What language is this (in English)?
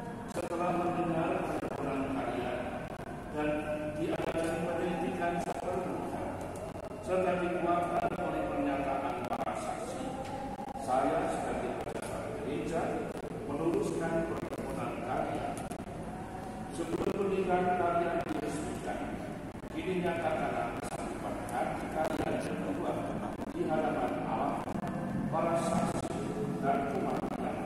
Indonesian